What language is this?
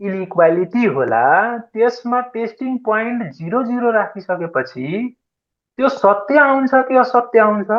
Nepali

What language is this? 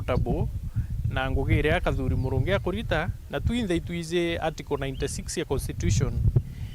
Meru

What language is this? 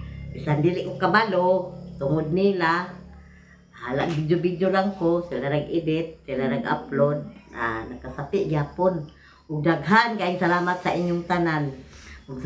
Cebuano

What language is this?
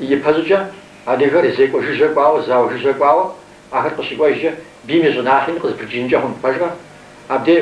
Kabardian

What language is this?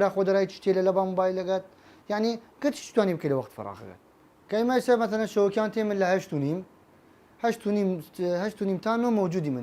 Southern Kurdish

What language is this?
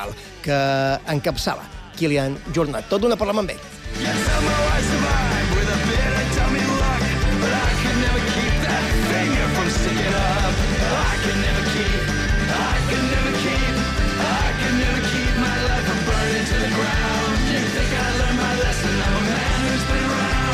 Catalan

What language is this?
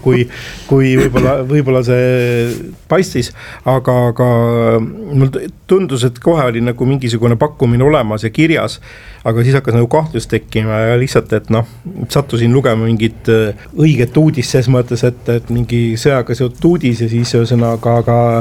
Estonian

